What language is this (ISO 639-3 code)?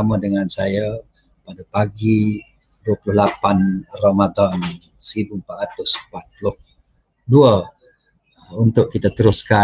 msa